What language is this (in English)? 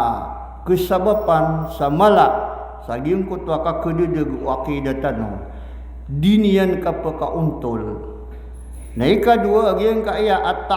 Maranao